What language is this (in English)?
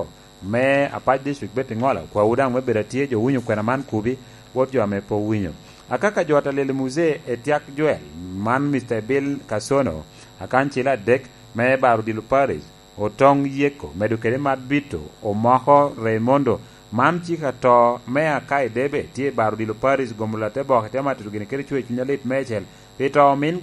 Lango (Uganda)